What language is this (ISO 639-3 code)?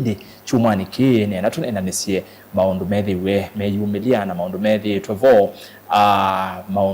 kam